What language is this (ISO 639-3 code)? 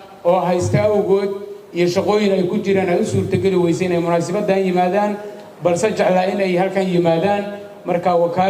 som